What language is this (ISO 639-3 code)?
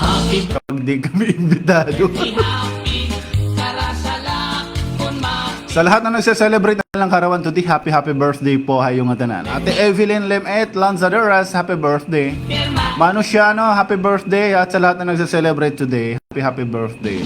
war